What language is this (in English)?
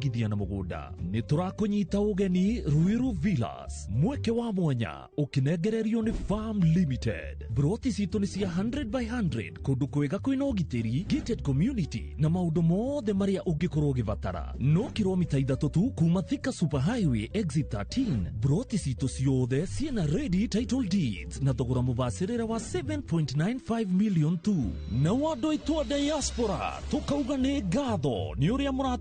Kikuyu